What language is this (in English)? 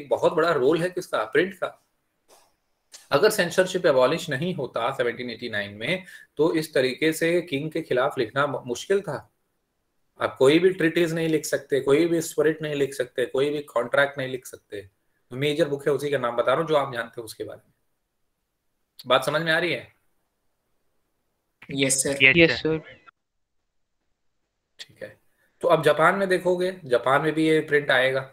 Hindi